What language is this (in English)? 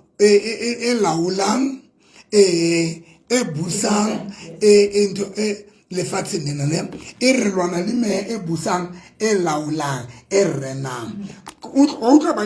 Southern Sotho